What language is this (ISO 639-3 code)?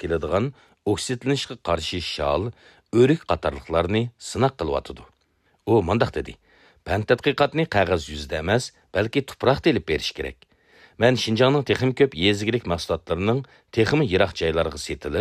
uig